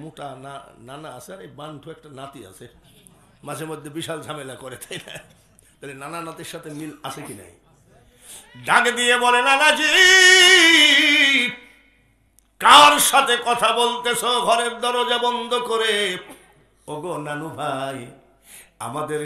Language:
Bangla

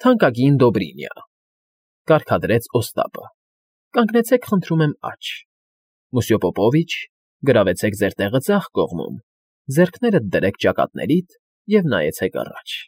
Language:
Armenian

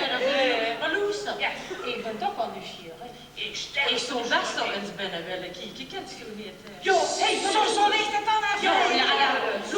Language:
Limburgish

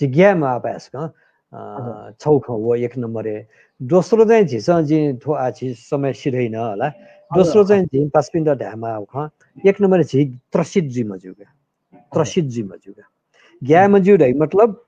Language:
Newari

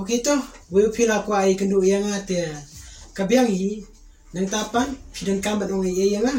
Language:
Khasi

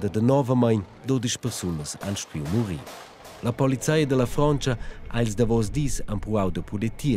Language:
Romansh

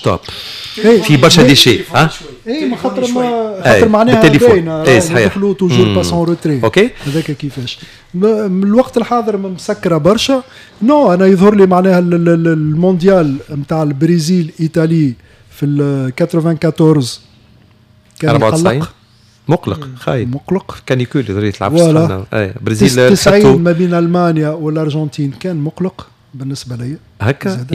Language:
Tunisian Arabic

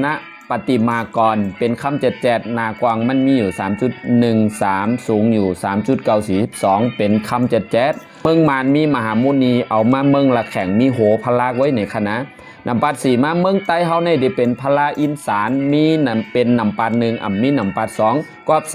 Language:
Shan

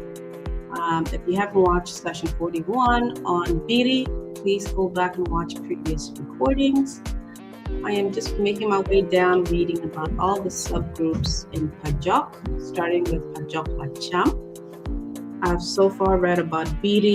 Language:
Acoli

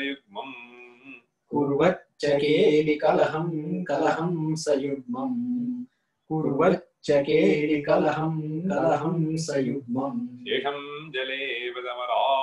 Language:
Sanskrit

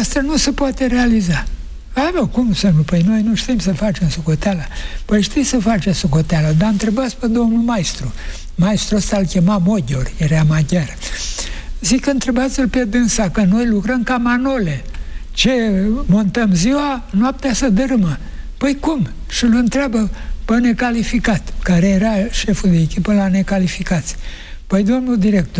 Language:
Romanian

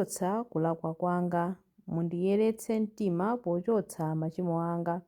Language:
Nyanja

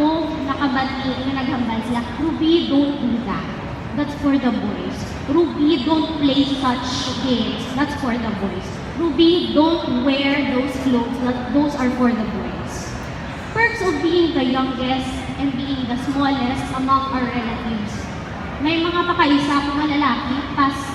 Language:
Hiligaynon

